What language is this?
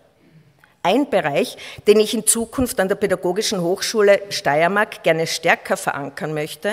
German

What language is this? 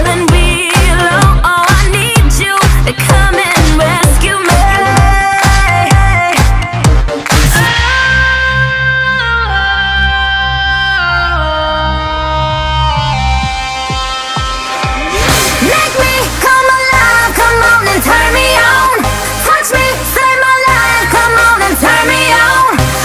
English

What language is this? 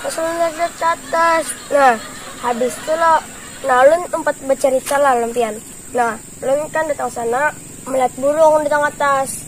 Banjar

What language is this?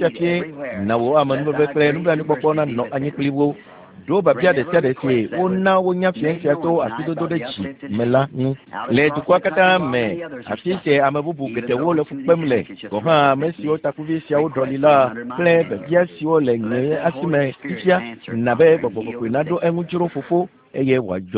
Ewe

